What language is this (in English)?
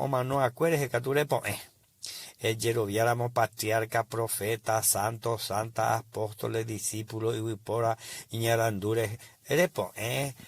Guarani